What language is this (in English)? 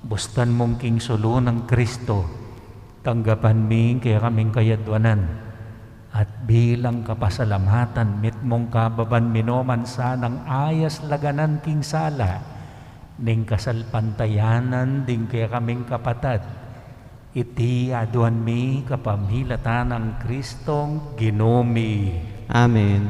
Pampanga